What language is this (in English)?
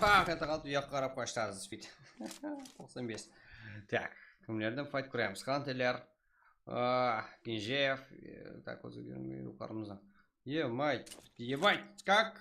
Kara-Kalpak